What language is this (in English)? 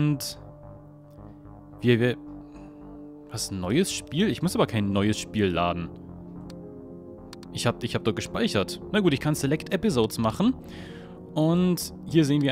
German